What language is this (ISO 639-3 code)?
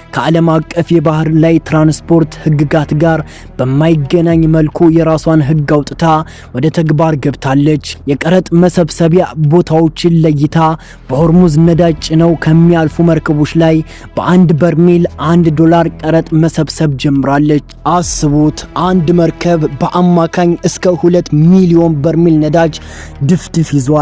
amh